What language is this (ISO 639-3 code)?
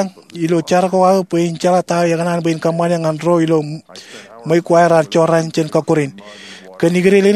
mah